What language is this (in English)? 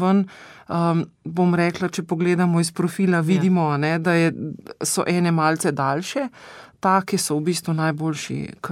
Slovenian